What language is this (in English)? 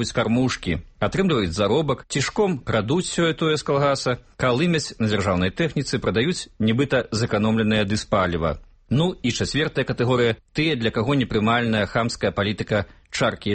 Belarusian